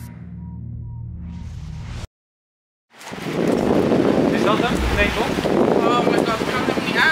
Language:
Dutch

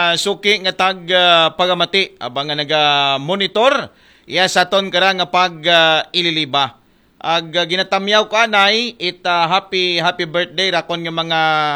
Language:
Aklanon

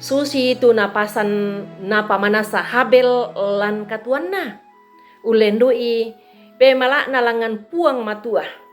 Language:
Toraja-Sa'dan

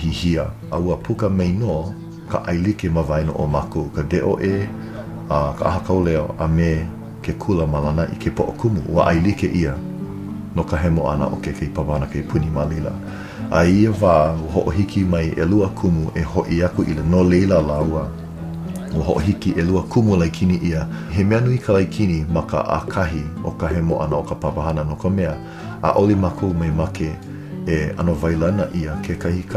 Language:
Hawaiian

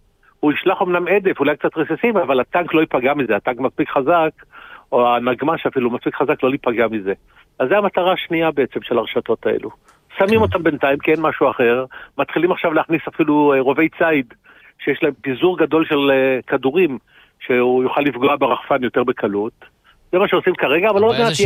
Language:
Hebrew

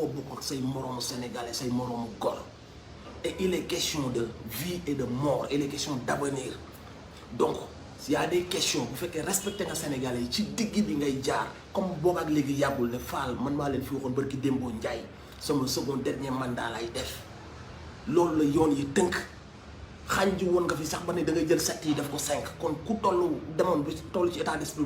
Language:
Wolof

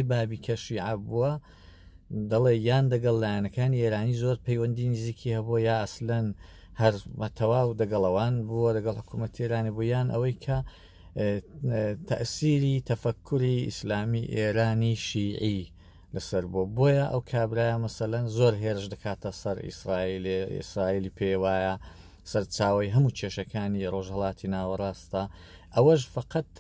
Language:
Central Kurdish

